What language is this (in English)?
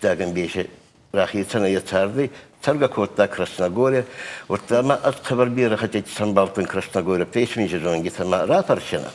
Ossetic